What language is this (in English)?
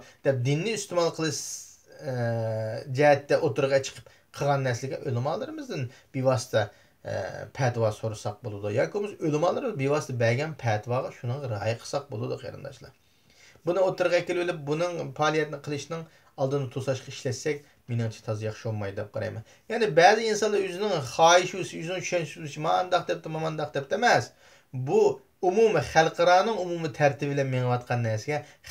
Uyghur